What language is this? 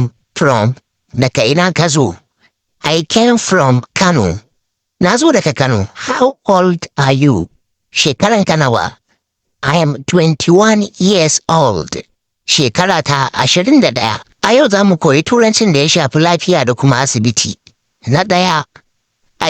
Hausa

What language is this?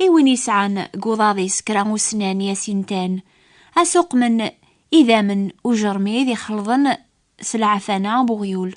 Kabyle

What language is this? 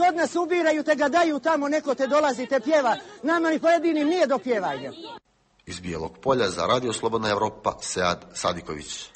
Croatian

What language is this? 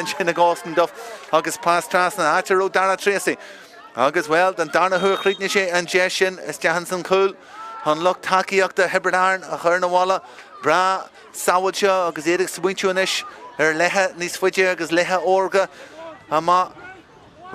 Irish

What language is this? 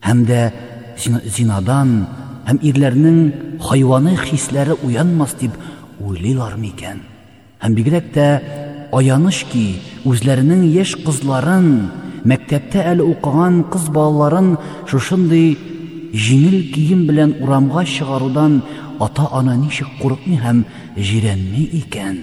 Tatar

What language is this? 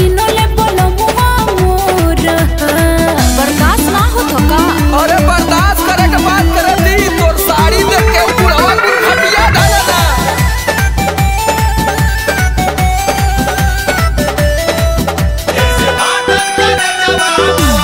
Bhojpuri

